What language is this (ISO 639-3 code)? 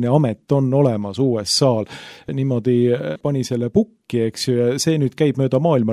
est